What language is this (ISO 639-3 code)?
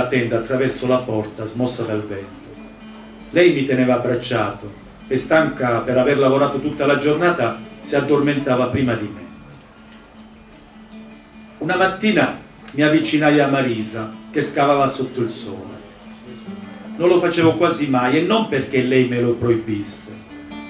ita